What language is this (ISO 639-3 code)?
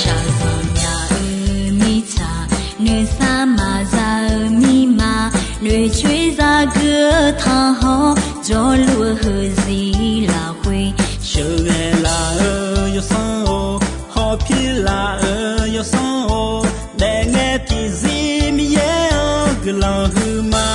ahk